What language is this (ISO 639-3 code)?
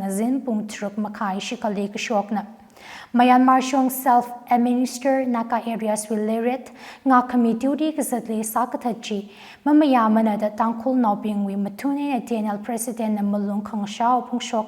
nmf